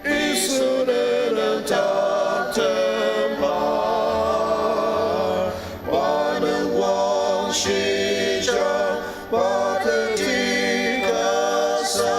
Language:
Ao Naga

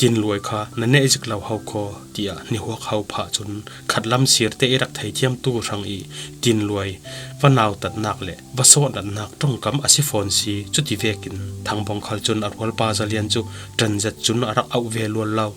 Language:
Falam Chin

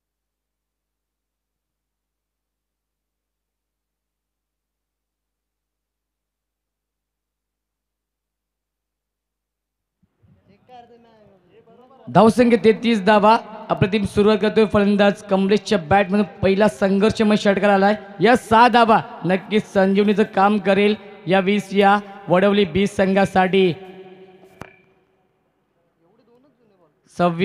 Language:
Marathi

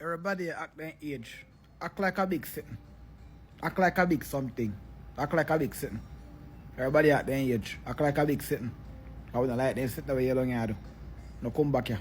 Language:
Jamaican Creole English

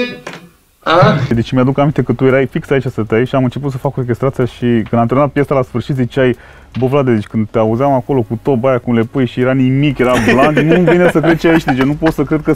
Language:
Romanian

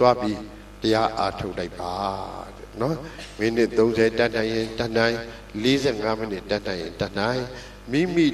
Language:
Burmese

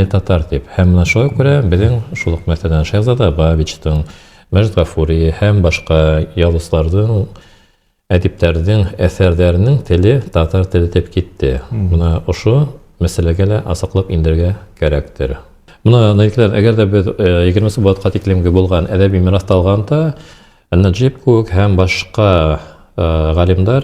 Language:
Bashkir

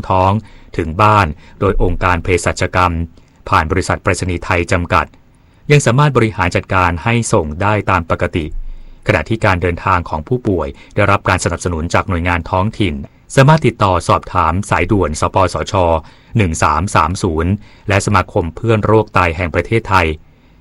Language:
Thai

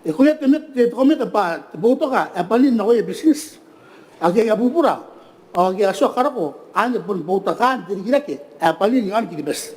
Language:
Gilbertese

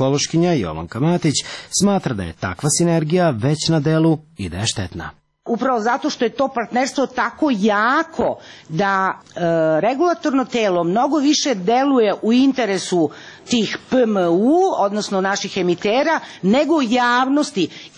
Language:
Serbian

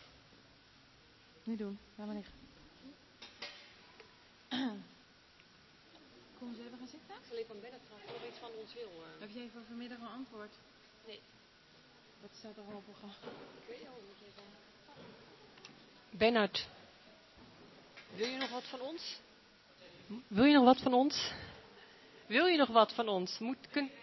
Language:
Dutch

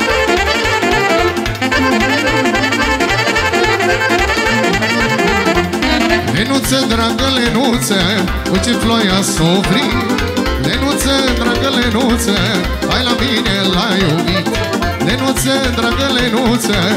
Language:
Romanian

